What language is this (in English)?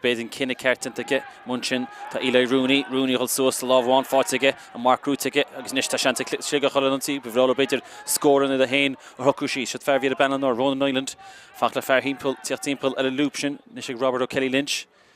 Irish